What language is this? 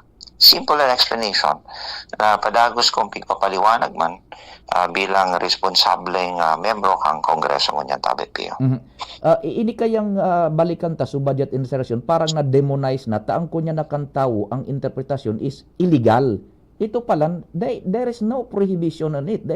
Bikol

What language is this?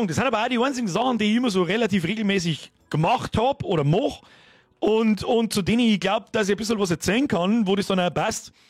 Bavarian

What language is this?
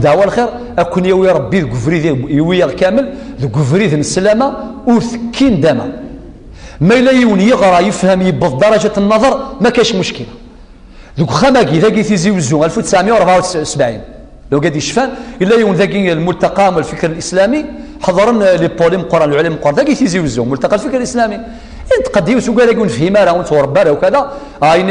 Kabyle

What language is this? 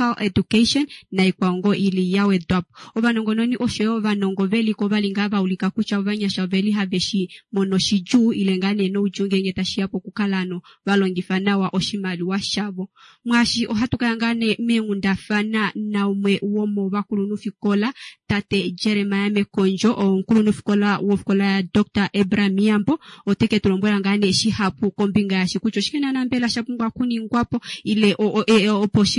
Kuanyama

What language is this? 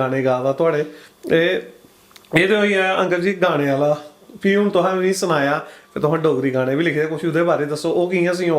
Dogri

